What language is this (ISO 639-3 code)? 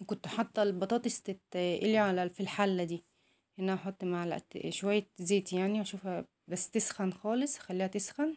arz